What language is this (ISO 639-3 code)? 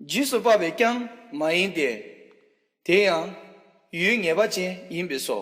bod